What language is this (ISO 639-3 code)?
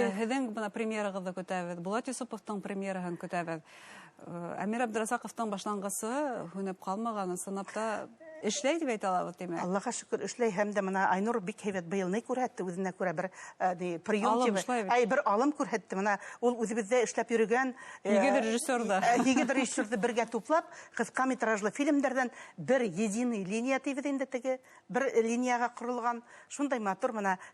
bak